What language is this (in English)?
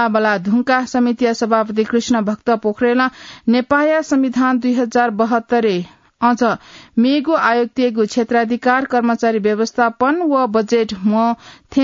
Newari